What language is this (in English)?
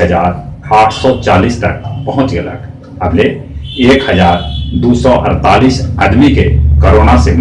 Magahi